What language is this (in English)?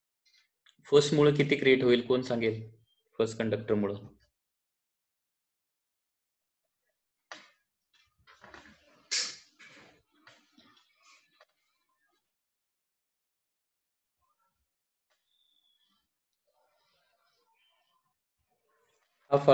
Marathi